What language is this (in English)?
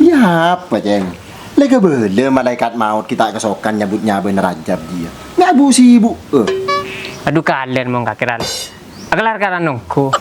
Madurese